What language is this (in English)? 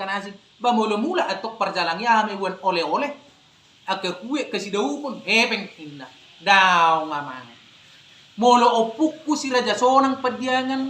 Batak Toba